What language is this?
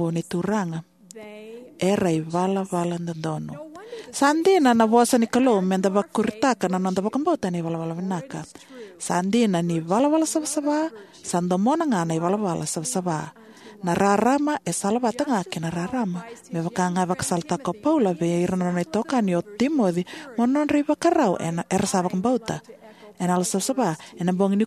Fijian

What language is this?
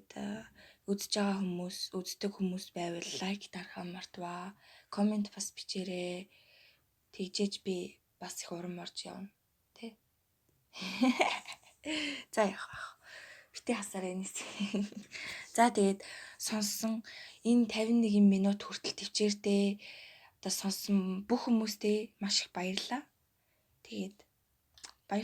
Mongolian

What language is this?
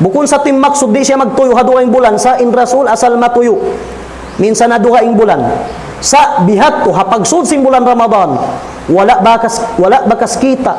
Tausug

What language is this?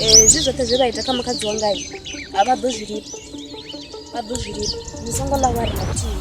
Venda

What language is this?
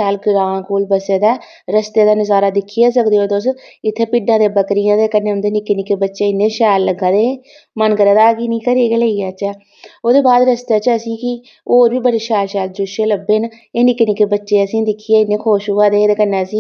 Dogri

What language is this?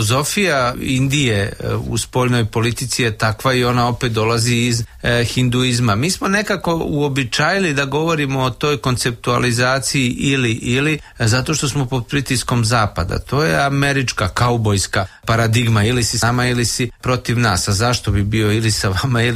Serbian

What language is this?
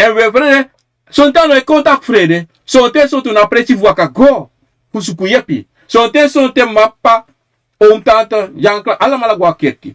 Sranan Tongo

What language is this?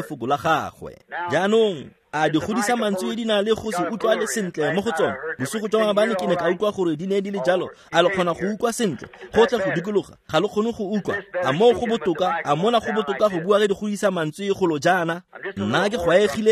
Tswana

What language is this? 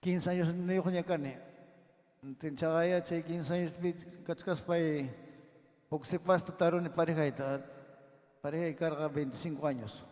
Ayacucho Quechua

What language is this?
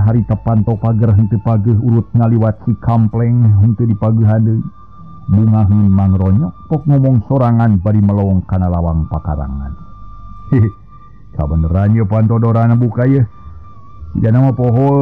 Sundanese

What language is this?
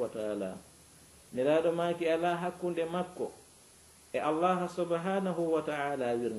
Fula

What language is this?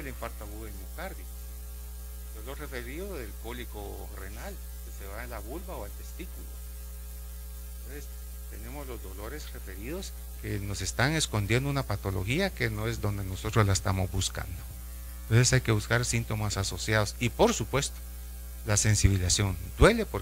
Spanish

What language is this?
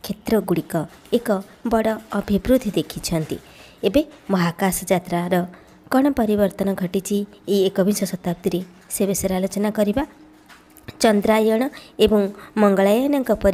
Odia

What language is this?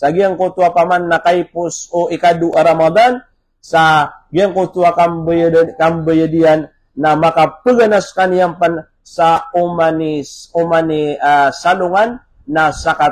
Maranao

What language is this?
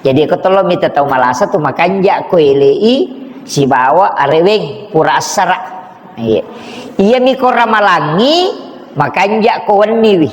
Buginese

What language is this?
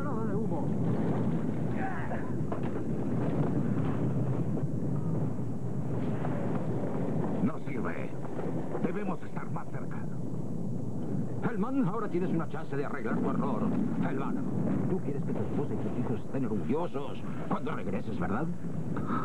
Spanish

